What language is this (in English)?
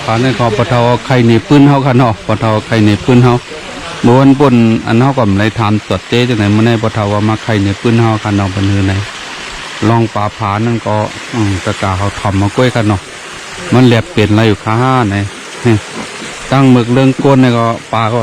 Shan